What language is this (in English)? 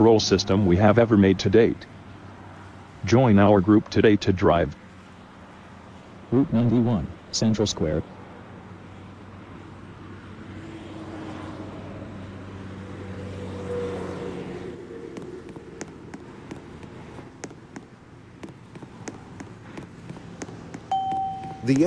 English